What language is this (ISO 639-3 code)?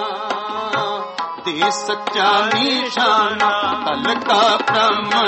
pan